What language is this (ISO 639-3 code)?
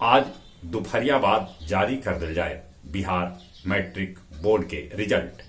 mag